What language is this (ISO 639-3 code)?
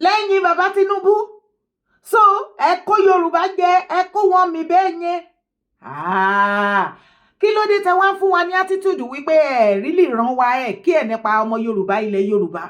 yor